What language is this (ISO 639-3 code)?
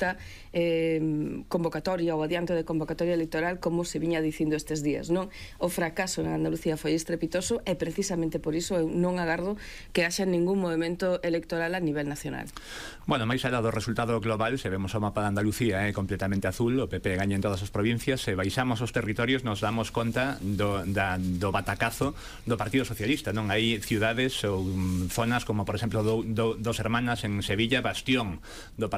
glg